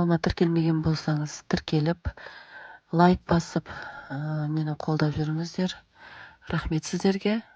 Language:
Kazakh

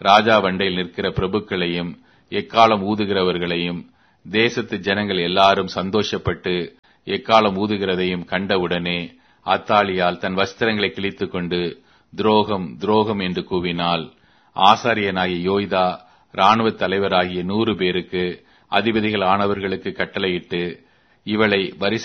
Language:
Tamil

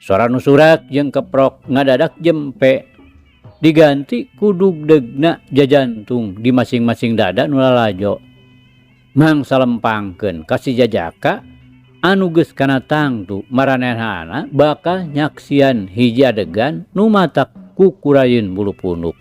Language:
Sundanese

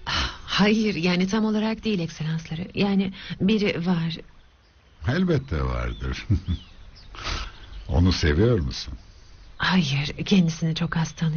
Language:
Turkish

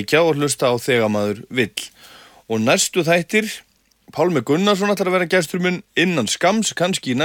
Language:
Icelandic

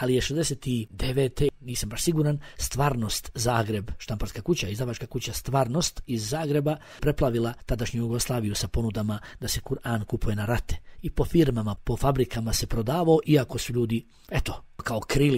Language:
Bosnian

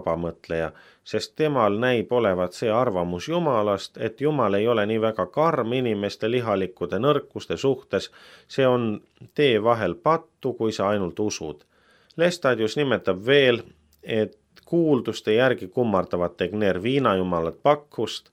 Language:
Estonian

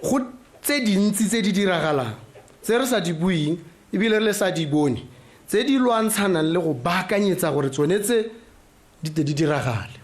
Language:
Tswana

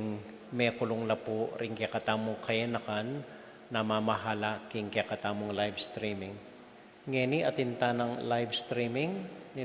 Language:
Pampanga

